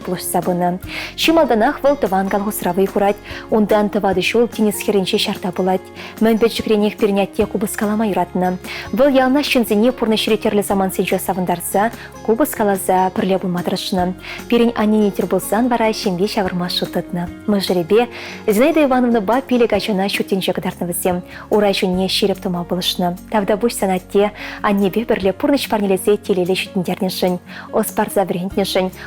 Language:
Chuvash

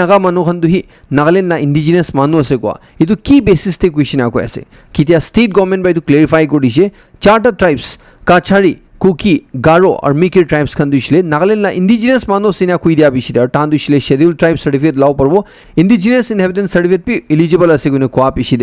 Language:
Naga Pidgin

